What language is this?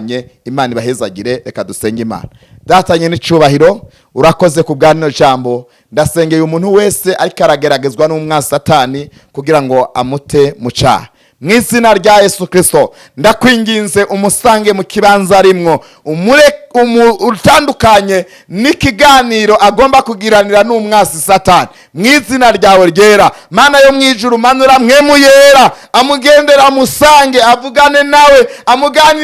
Rundi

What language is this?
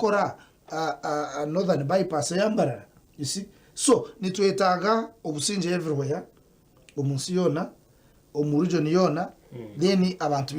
Nyankole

